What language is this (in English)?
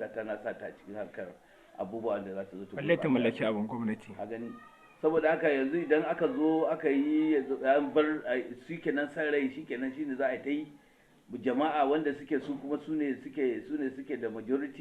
Hausa